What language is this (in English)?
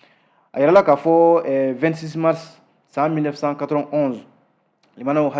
Bambara